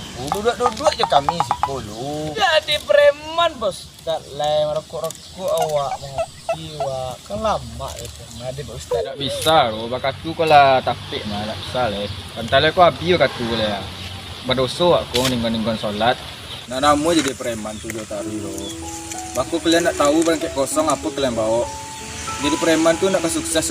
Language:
Minangkabau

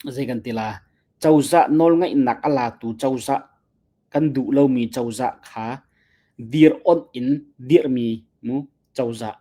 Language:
Hakha Chin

